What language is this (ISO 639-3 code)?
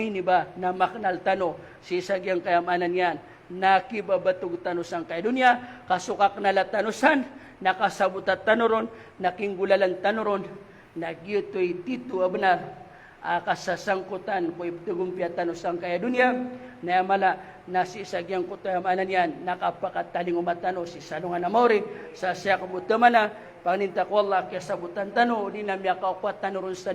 mrw